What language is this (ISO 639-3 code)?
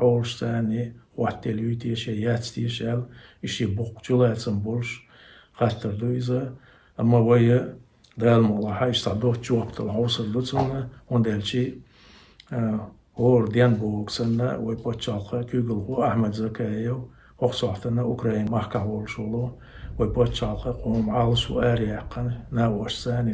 che